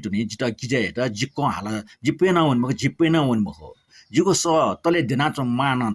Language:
Newari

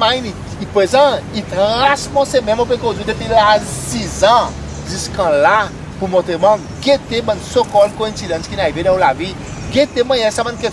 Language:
Seselwa Creole French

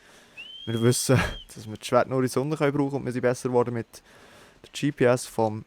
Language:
Swiss German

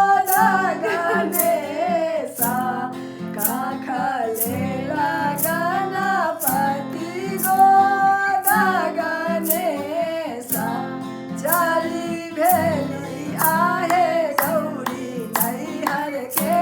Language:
Maithili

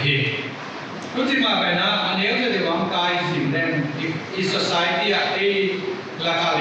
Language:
Paite Chin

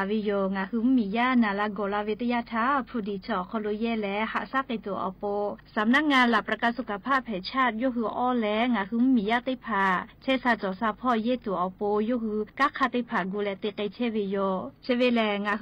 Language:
Lahu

